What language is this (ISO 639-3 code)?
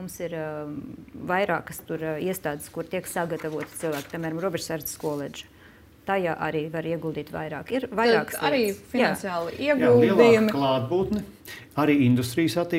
lav